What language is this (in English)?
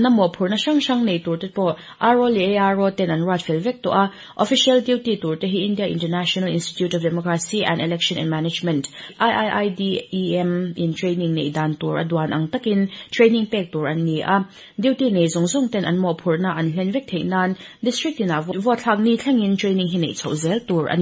Mizo